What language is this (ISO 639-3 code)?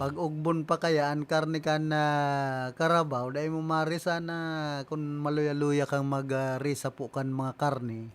bik